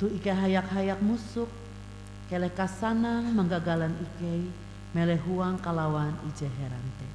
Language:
Ngaju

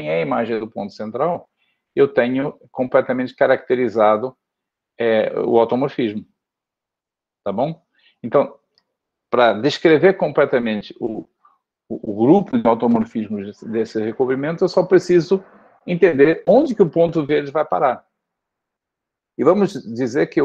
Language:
Portuguese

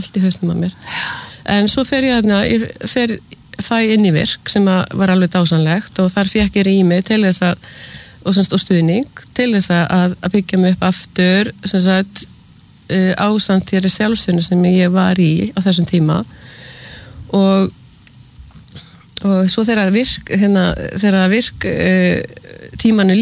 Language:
Icelandic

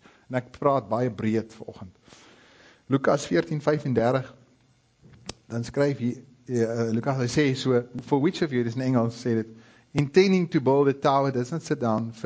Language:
Afrikaans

